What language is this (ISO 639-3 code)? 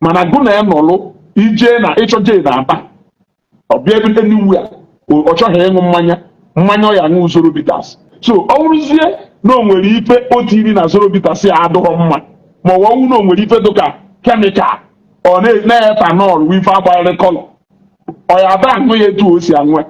ibo